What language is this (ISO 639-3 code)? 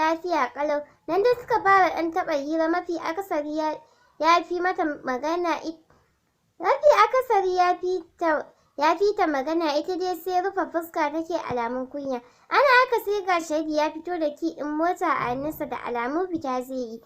hau